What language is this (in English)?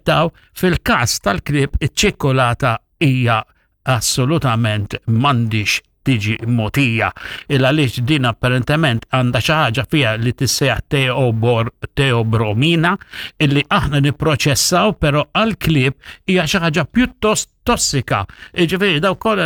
Maltese